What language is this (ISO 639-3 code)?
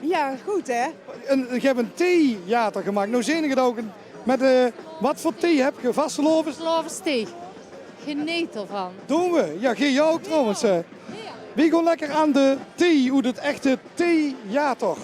lim